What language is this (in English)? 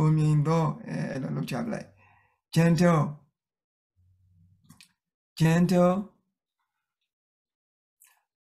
Burmese